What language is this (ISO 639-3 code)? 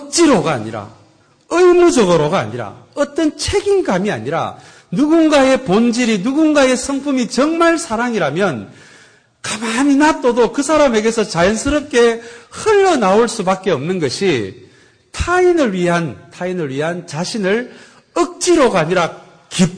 kor